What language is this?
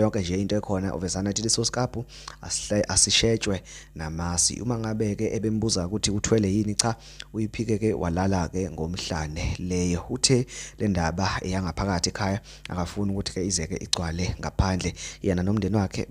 Zulu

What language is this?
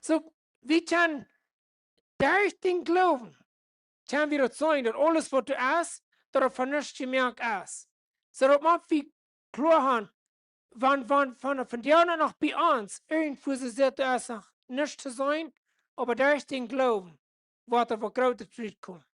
Plautdietsch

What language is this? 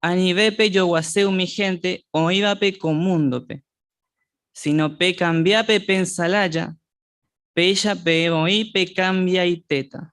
Guarani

